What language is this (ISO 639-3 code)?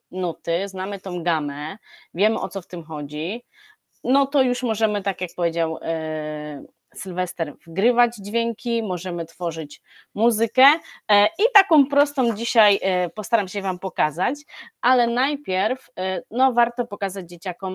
pol